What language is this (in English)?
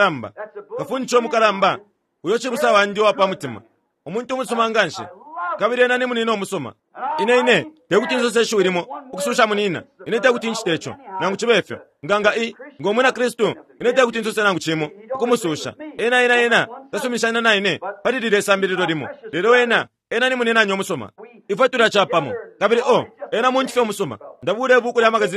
Bemba